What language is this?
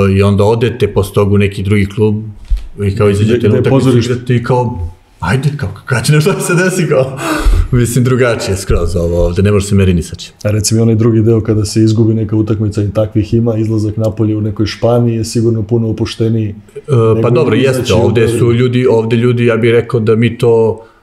Serbian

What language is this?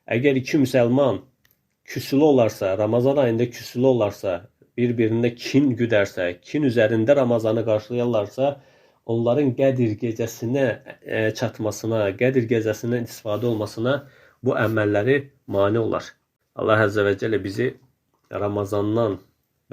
Azerbaijani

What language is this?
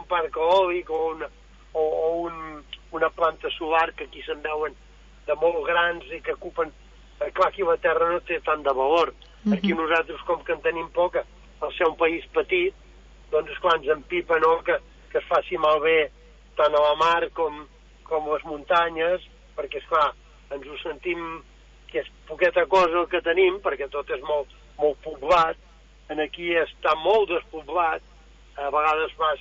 Catalan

